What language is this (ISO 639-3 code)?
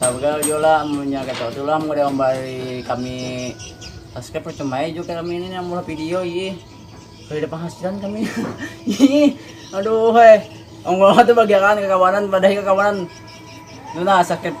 bjn